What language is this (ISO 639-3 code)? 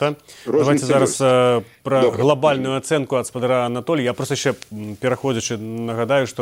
bel